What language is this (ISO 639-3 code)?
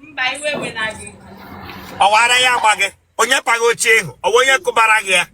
ibo